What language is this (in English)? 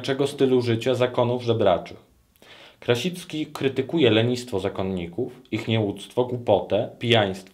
Polish